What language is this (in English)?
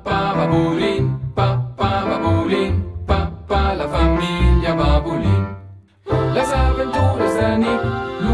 Romansh